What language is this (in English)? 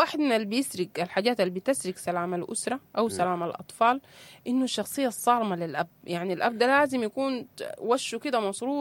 Sudanese Arabic